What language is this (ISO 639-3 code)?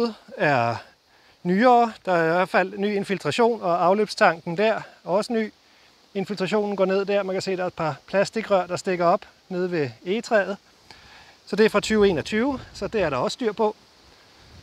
dan